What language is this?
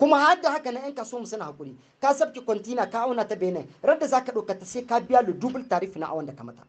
Hausa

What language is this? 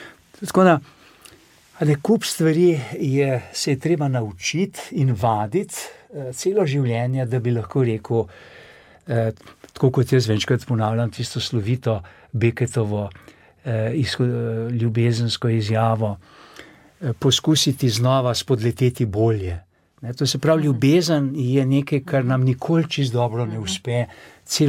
Slovenian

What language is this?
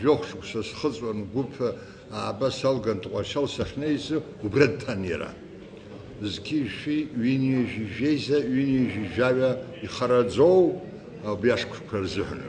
Abkhazian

